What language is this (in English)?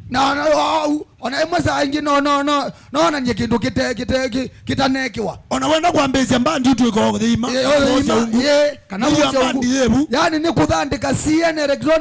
Kamba